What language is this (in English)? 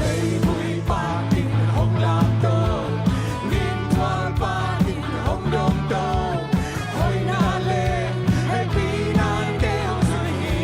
Tedim Chin